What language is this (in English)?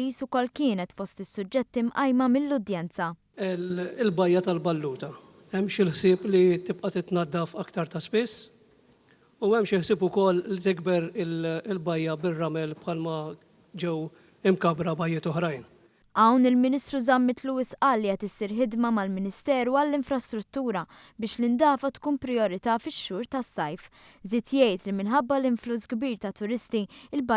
Maltese